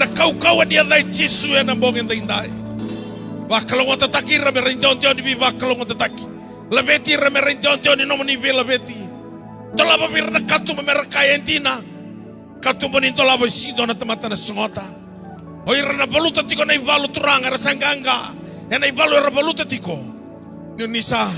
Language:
Fijian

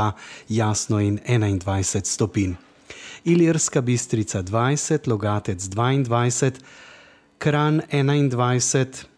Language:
Slovenian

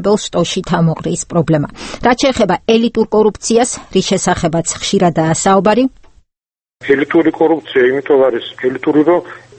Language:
Georgian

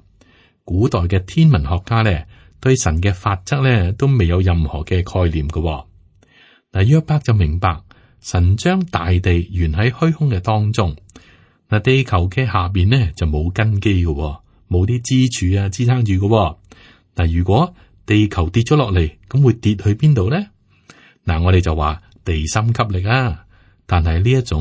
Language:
Cantonese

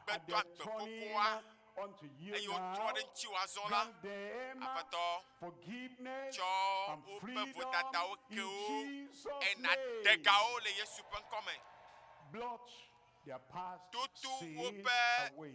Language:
Ewe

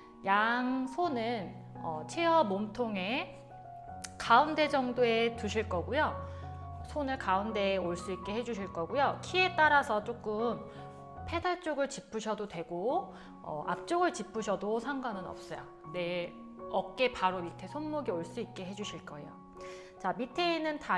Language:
Korean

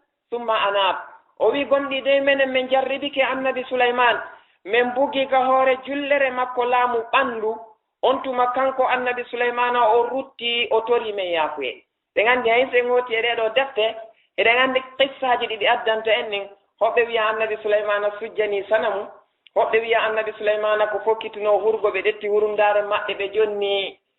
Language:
Fula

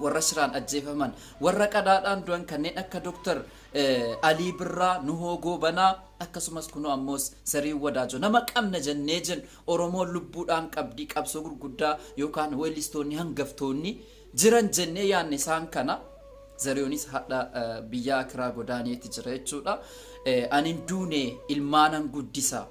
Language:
Oromo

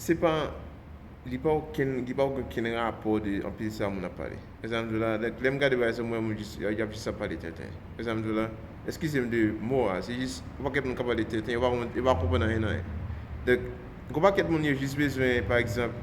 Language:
Haitian Creole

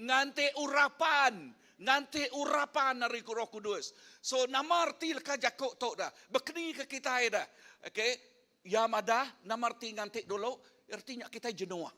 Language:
Iban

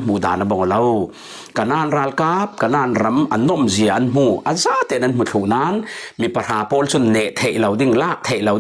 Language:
Falam Chin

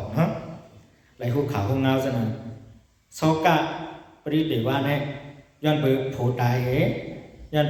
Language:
Shan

